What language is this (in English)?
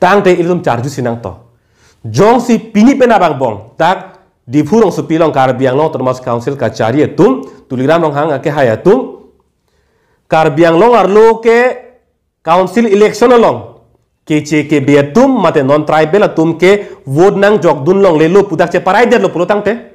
Karbi